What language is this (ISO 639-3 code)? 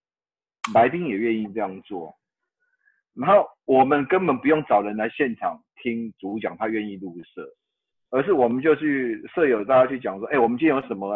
zho